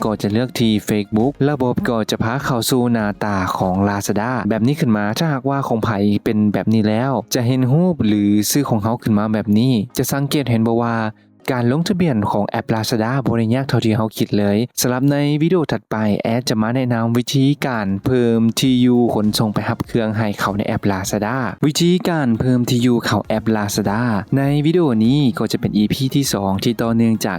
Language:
Lao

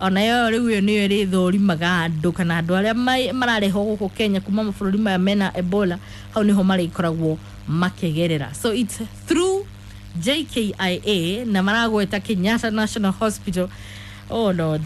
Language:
Kikuyu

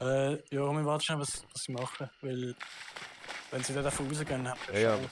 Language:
Swiss German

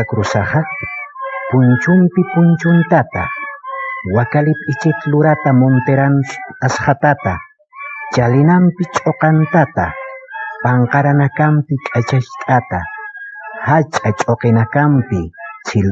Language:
Aymara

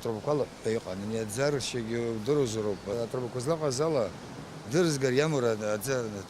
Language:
Abkhazian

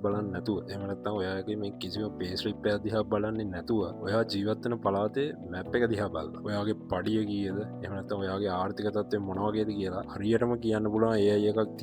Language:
Sinhala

